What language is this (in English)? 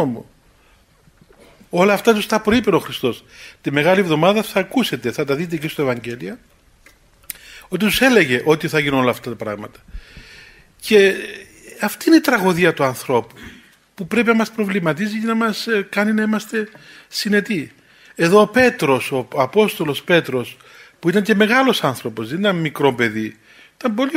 Greek